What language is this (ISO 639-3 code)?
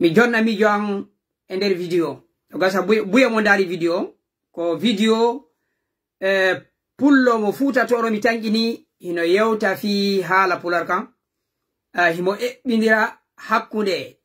ful